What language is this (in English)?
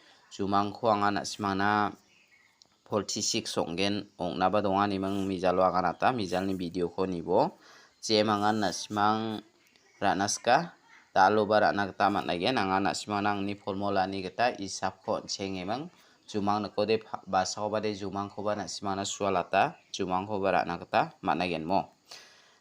Garo